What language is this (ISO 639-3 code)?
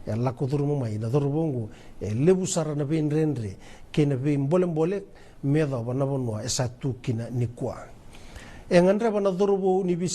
fij